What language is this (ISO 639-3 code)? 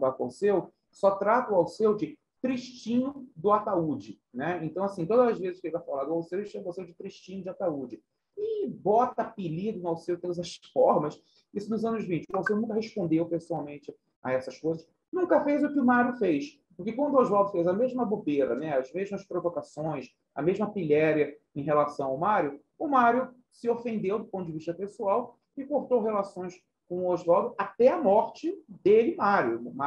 por